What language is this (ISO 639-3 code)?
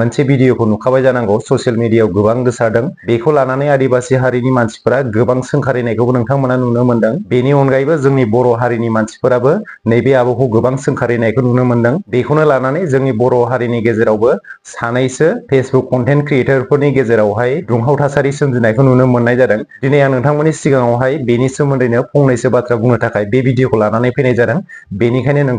brx